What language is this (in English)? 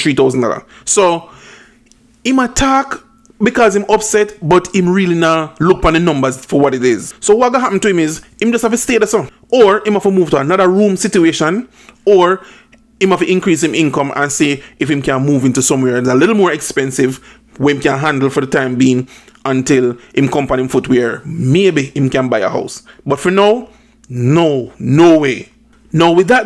Jamaican Creole English